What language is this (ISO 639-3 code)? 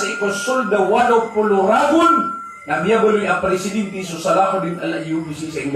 mrw